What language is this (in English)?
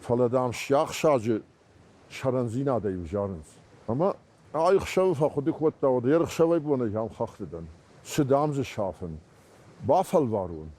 Ossetic